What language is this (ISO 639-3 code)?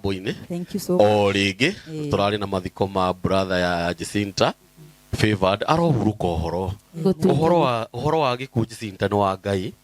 kik